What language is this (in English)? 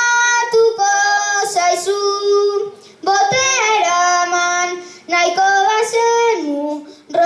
Basque